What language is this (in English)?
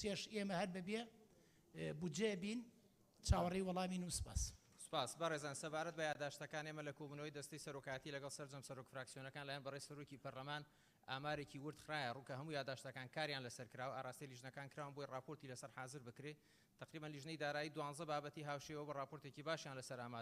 Central Kurdish